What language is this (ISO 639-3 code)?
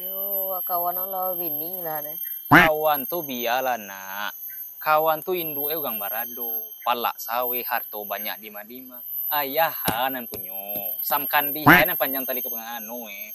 min